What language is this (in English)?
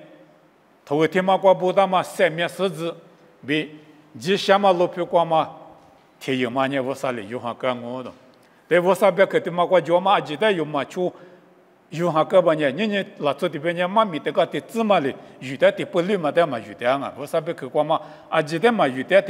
Lisu